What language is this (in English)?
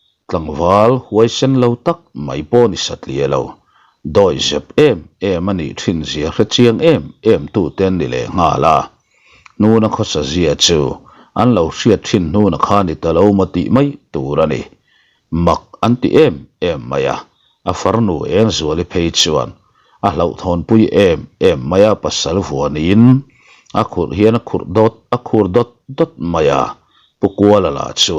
Mizo